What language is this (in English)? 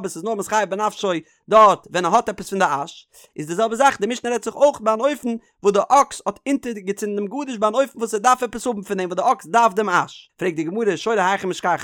Yiddish